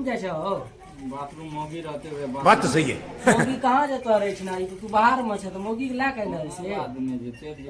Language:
Maithili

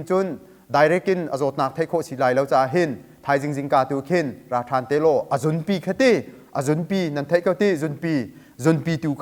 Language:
Hakha Chin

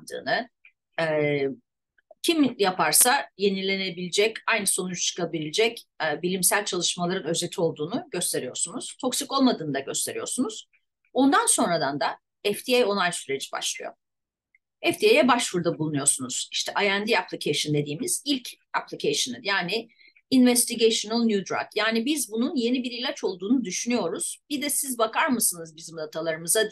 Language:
Turkish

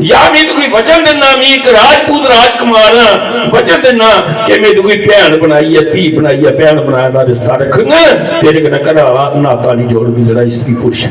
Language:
Dogri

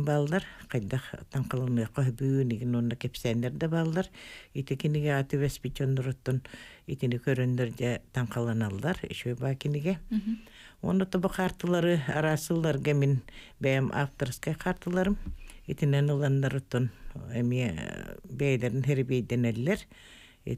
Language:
Yakut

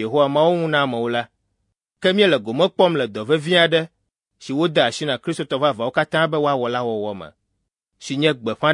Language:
Ewe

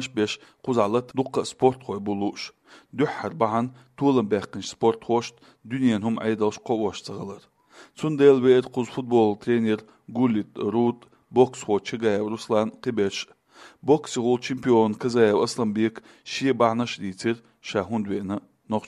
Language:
Chechen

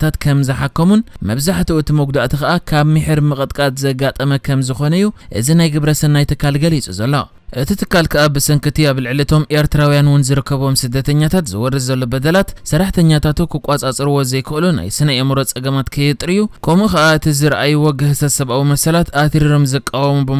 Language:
Tigrinya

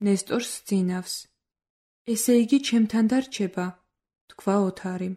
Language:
Georgian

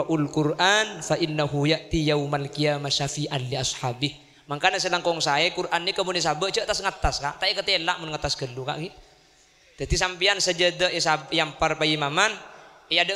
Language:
Madurese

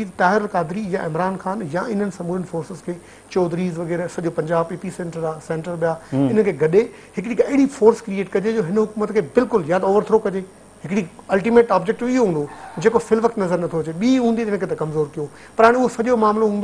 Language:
Sindhi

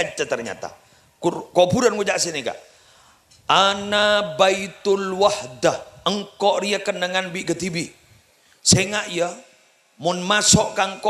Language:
Madurese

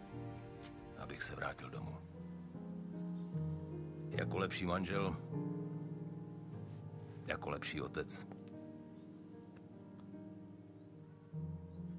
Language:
Czech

